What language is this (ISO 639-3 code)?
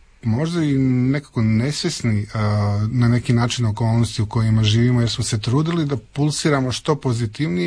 hrv